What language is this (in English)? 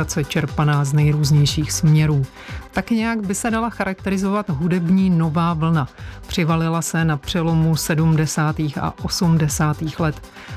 Czech